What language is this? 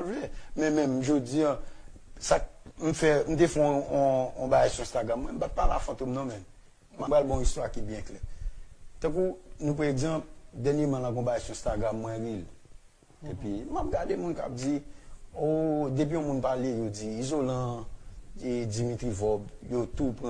Haitian Creole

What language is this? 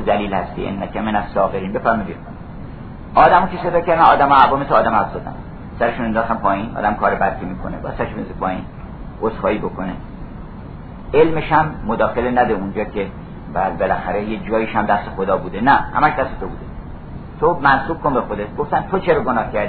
Persian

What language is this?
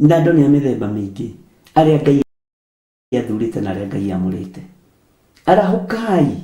Kikuyu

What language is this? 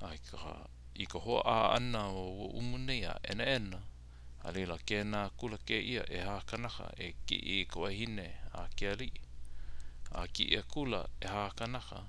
Hawaiian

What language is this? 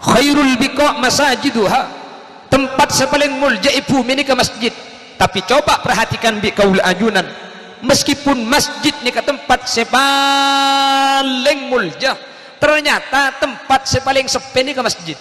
Madurese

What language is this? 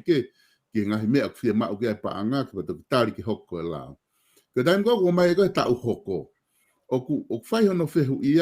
Tongan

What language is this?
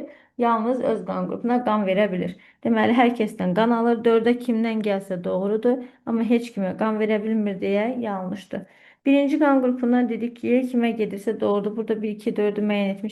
Azerbaijani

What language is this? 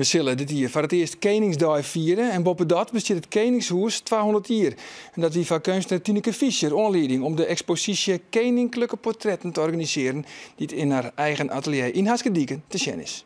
Western Frisian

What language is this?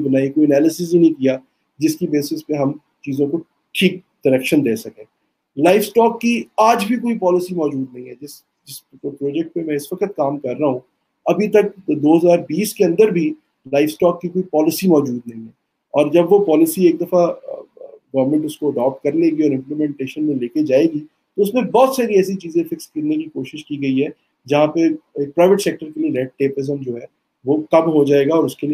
Urdu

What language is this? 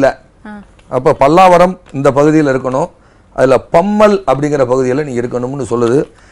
Tamil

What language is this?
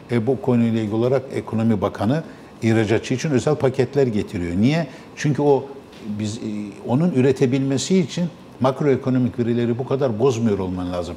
Turkish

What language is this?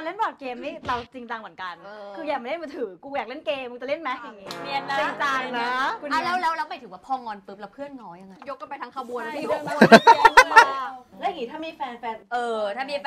Thai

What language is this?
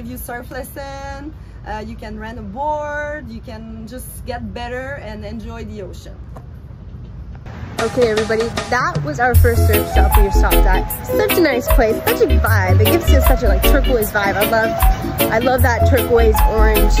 English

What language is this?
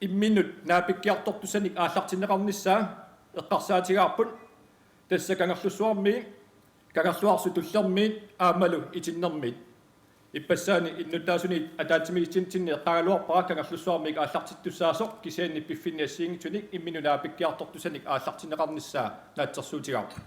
Kalaallisut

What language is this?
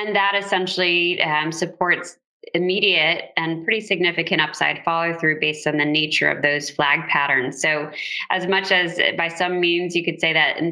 English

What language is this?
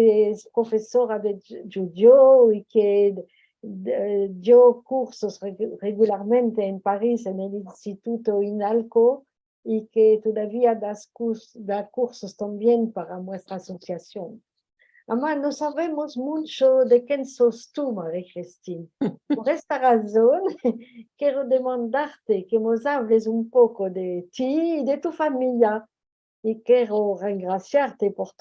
Ladino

